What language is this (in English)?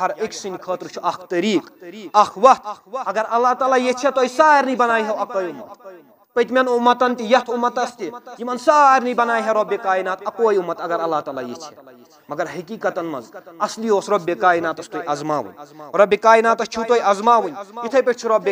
Kashmiri